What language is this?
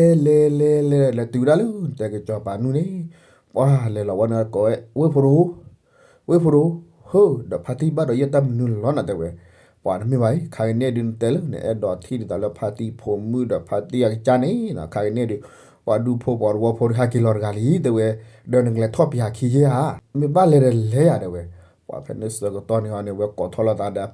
S'gaw Karen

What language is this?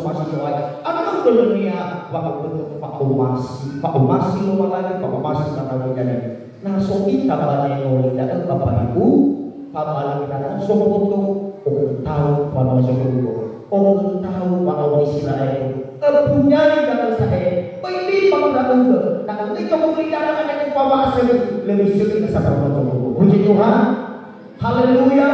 Nias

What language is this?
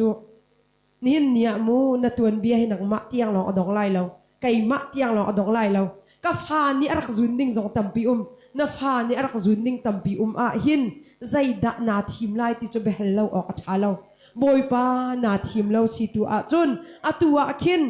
Hakha Chin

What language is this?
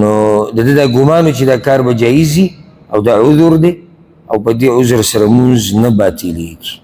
Pashto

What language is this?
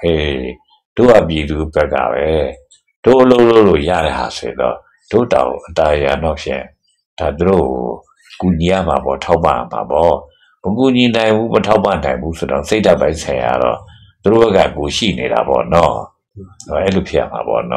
Burmese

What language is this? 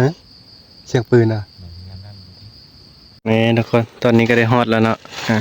Northeastern Thai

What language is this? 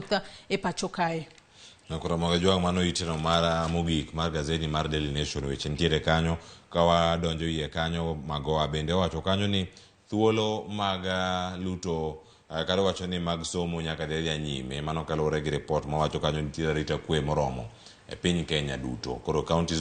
Luo (Kenya and Tanzania)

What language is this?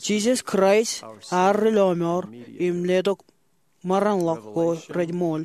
Marshallese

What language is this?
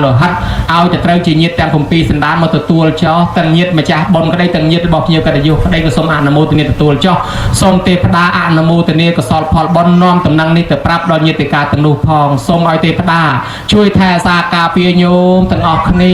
Khmer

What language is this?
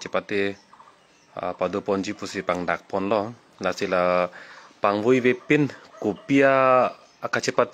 Karbi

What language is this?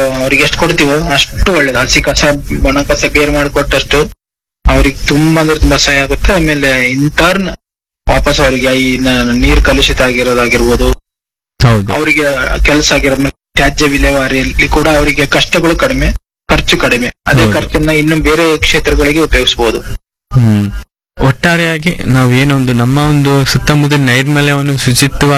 Kannada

